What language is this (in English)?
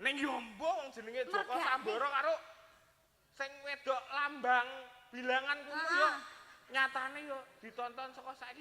Javanese